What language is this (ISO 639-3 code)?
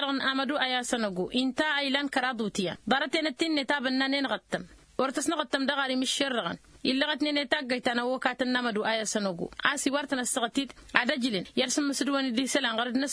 taq